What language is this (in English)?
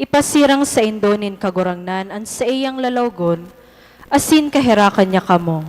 Bikol